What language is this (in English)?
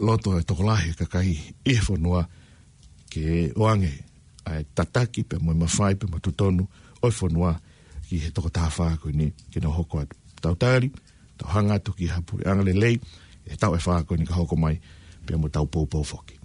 Tongan